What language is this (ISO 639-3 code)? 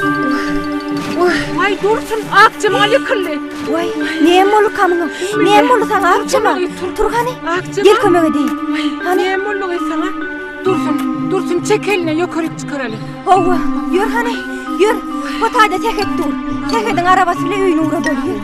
tuk